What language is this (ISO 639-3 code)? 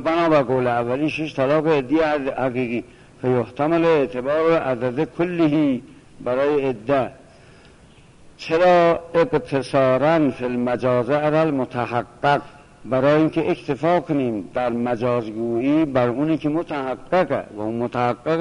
fas